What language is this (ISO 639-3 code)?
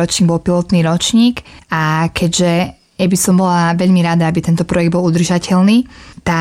slk